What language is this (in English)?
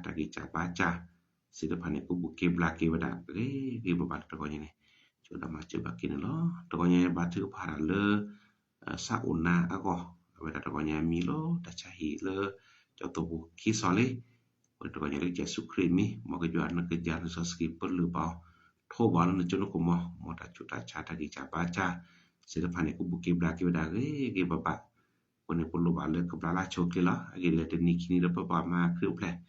S'gaw Karen